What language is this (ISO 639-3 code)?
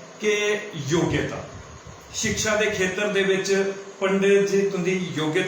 doi